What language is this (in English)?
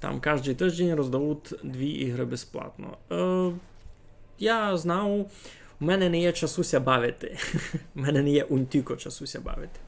Rusyn